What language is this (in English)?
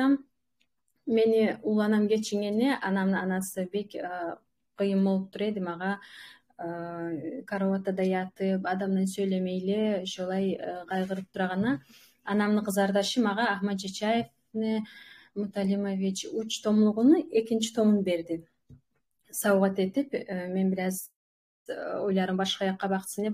Kumyk